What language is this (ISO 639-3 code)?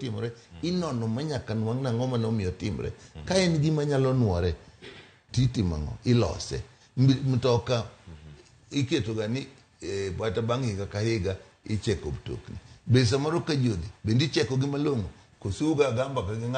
luo